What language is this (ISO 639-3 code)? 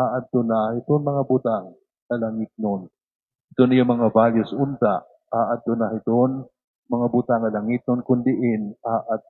war